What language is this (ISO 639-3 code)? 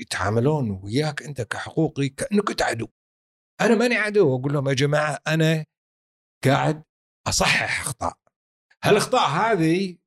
afb